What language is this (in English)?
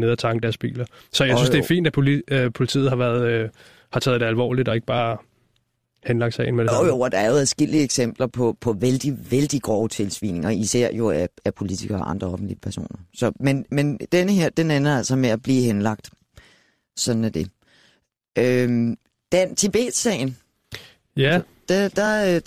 Danish